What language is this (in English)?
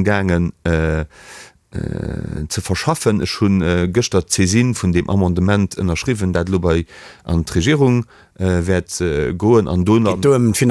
Luxembourgish